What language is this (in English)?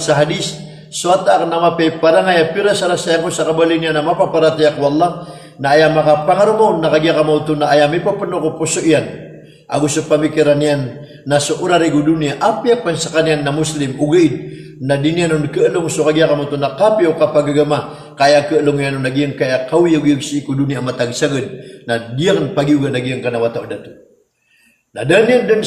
Maranao